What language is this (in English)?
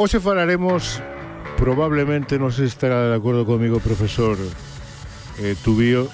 Galician